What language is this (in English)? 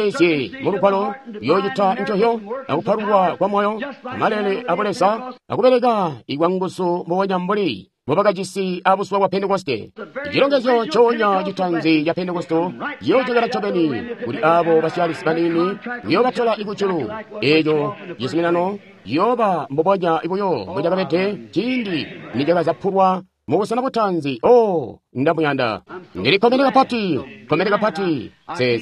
Tonga (Zambia)